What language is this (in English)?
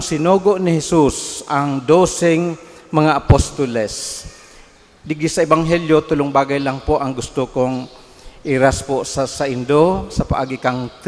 Bikol